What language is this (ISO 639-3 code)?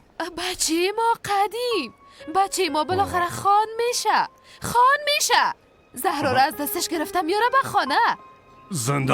fas